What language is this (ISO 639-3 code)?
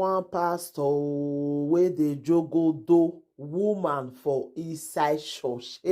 pcm